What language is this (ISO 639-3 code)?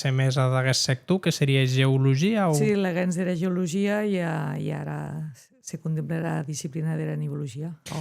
oci